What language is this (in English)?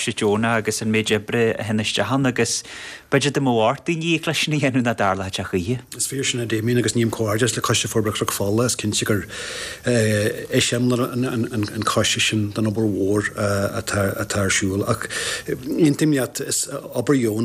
Irish